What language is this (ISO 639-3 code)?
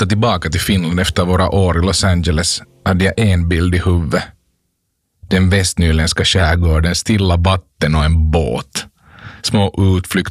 swe